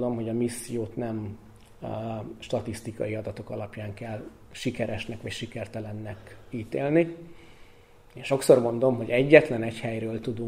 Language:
Hungarian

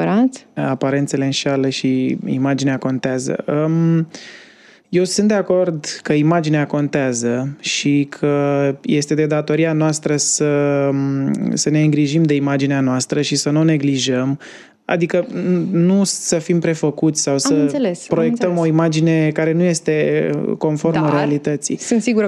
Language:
Romanian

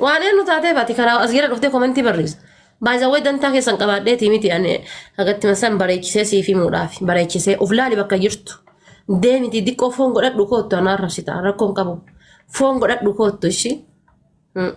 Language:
Oromo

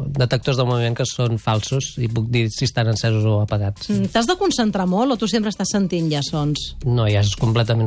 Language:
Catalan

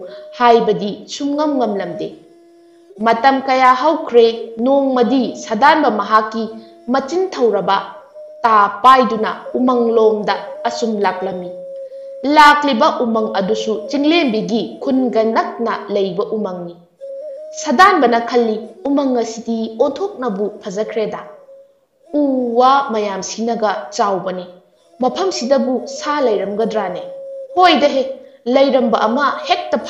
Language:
Manipuri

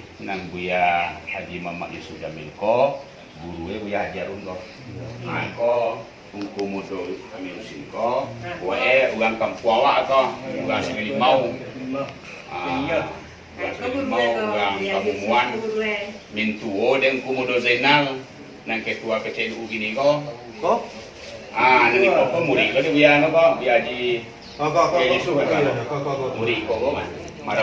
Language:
Minangkabau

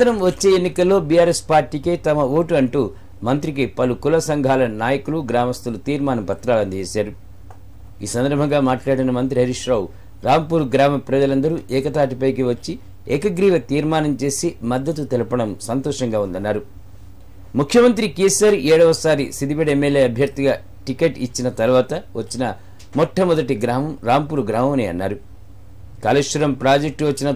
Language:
Telugu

